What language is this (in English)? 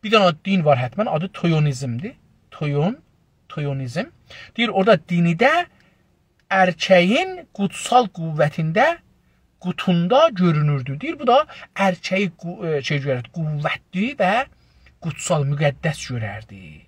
South Azerbaijani